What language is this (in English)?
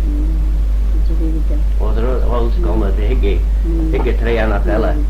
Manx